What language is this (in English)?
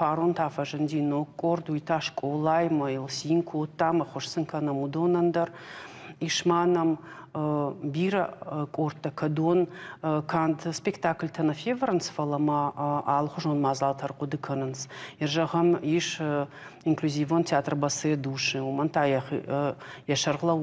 Ossetic